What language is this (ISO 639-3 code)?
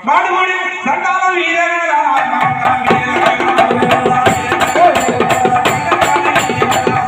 tam